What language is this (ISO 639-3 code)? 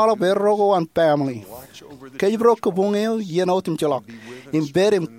mah